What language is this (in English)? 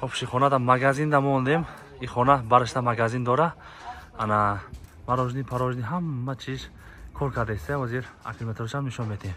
Tajik